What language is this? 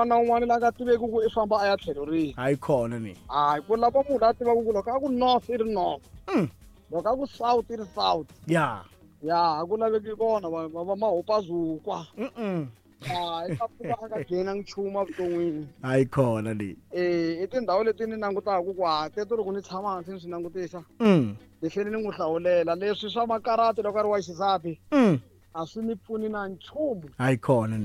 Tsonga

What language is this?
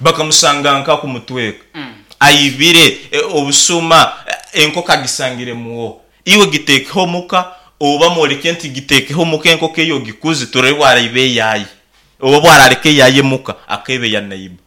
Nyankole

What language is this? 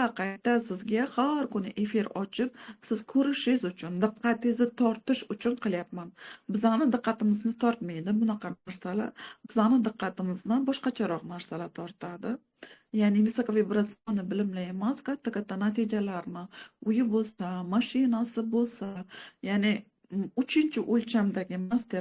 Uzbek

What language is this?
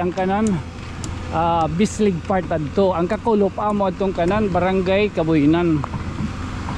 Waray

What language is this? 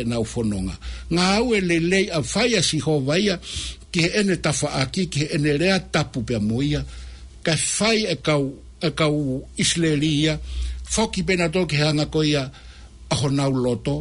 Tongan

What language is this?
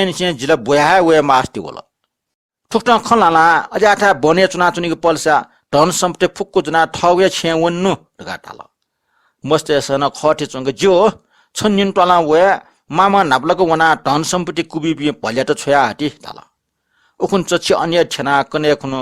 Newari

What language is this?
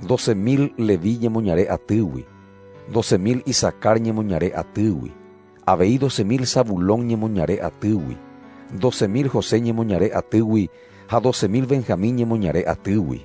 Guarani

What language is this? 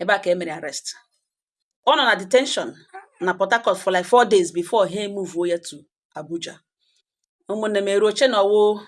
Igbo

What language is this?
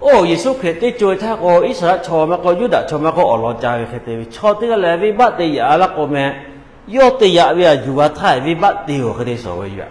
Lahu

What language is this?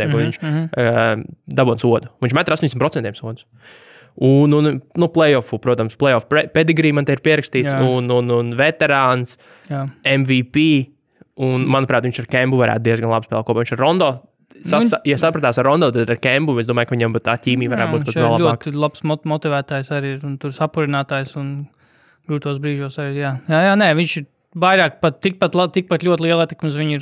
Latvian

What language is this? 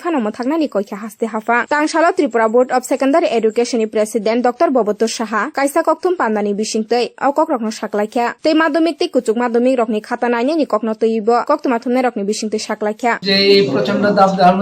Kok Borok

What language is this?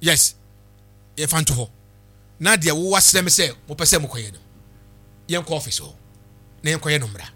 Akan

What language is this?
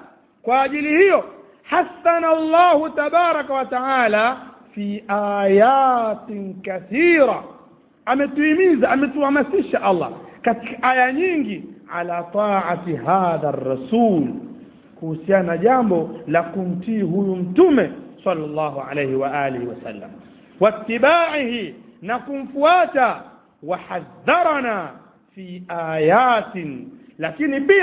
Swahili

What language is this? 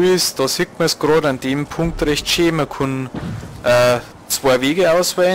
Bavarian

